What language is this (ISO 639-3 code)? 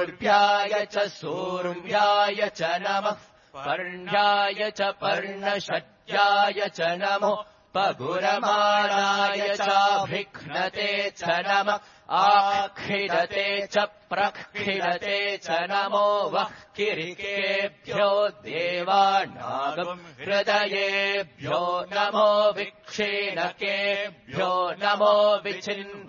san